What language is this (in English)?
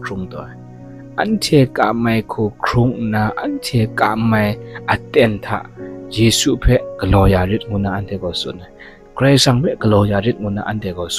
Kachin